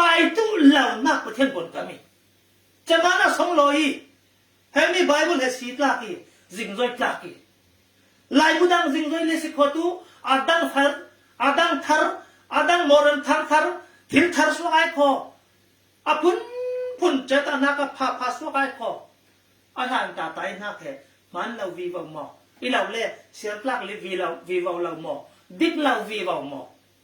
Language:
Falam Chin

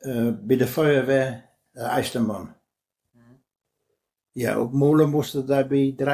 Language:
Westphalien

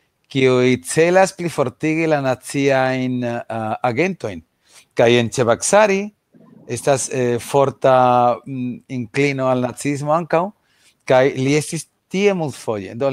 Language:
Esperanto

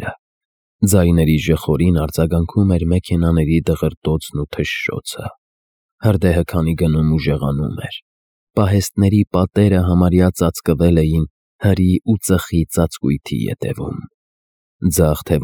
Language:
Armenian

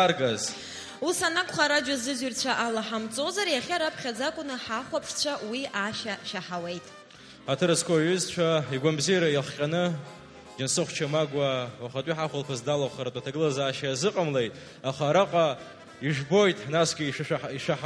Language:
Abkhazian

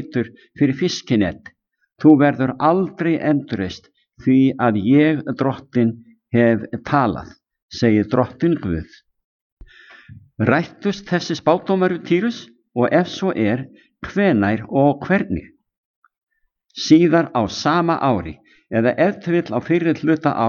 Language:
Icelandic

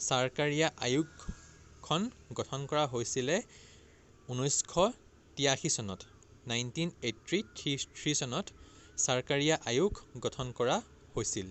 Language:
Assamese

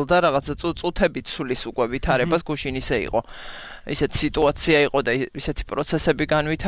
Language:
Georgian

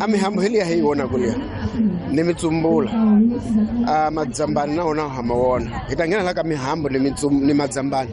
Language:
Tsonga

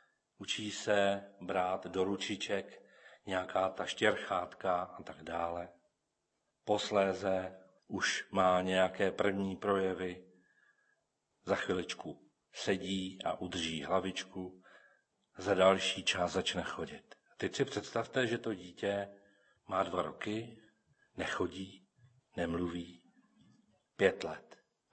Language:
Czech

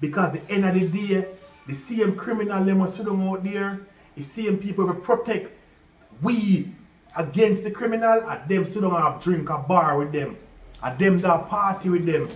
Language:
Jamaican Creole English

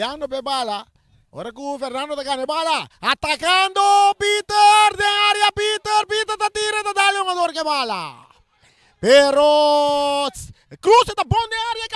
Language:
Papiamento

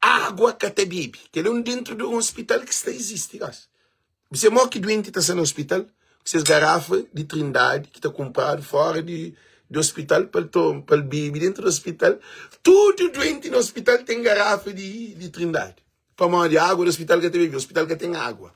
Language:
Kabuverdianu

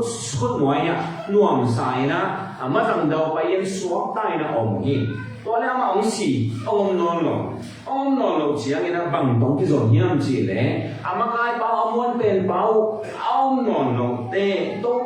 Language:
Tedim Chin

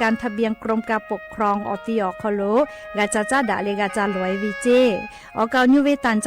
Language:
Lahu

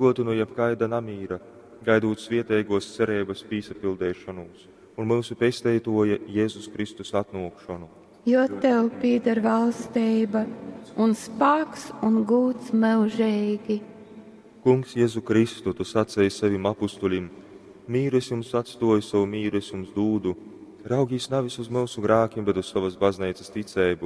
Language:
Latgalian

